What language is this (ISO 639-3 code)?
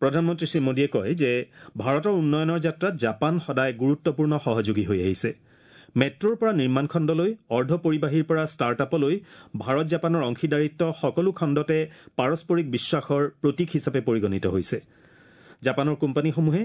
asm